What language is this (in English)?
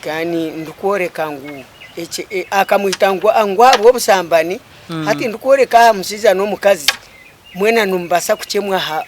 Nyankole